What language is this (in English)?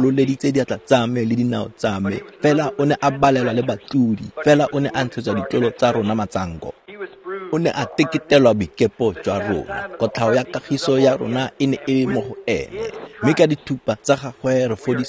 Tswana